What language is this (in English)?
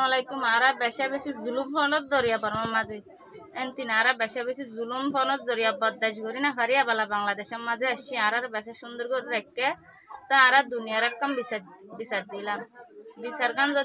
Rohingya